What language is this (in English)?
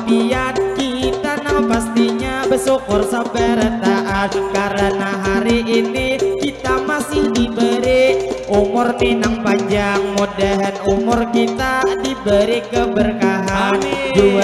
Banjar